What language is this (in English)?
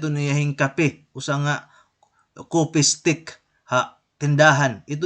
Waray